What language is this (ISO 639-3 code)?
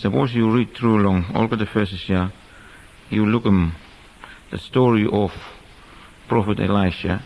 bis